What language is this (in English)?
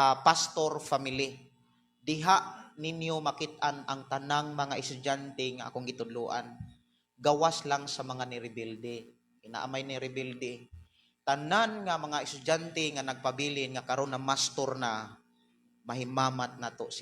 Cebuano